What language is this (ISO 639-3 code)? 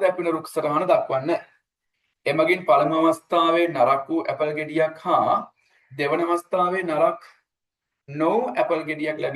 sin